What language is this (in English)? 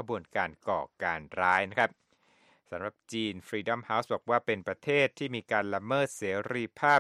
Thai